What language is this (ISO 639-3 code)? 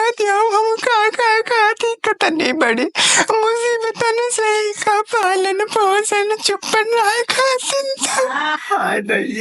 awa